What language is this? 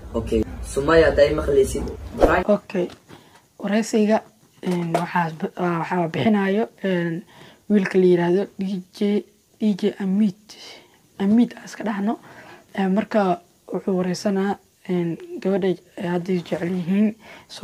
Somali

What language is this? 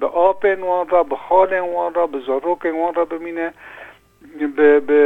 Kurdish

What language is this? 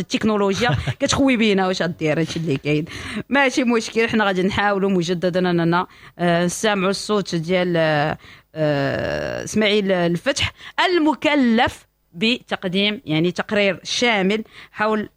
Moroccan Arabic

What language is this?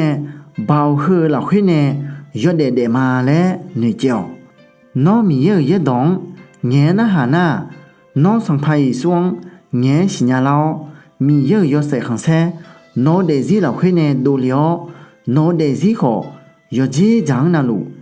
Akha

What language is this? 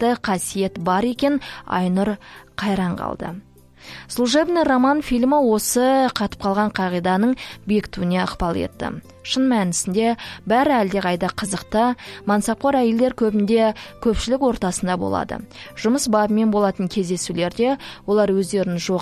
Kazakh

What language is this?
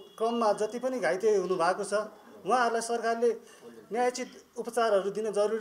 Nepali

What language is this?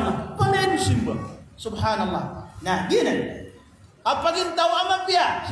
Maranao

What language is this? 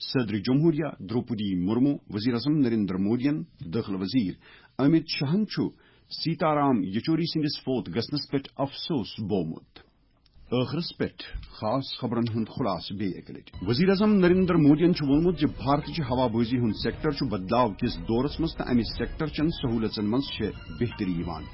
Kashmiri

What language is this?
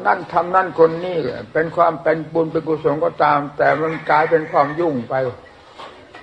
Thai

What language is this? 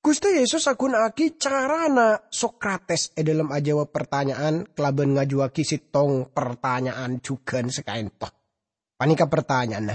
Madurese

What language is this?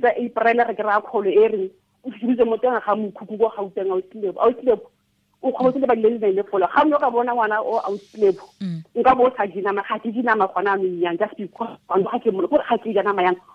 Tswana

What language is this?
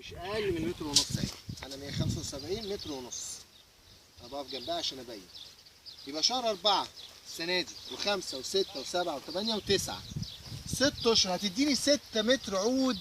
Egyptian Arabic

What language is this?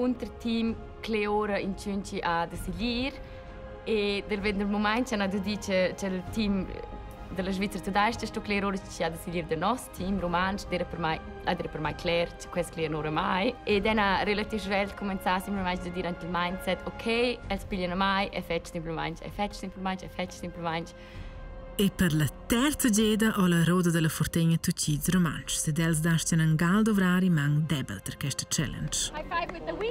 Romansh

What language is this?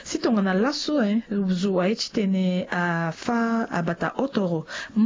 Sango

